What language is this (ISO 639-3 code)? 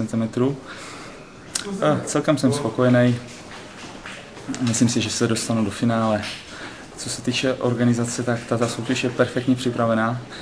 ces